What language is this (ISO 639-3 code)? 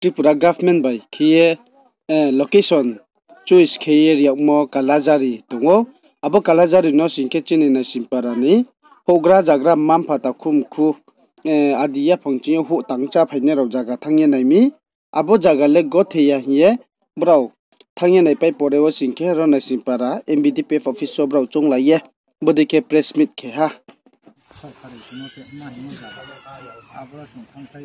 ria